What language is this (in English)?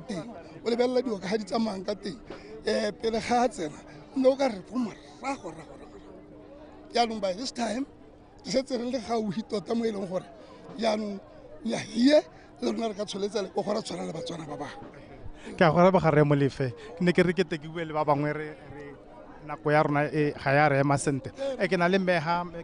Tswana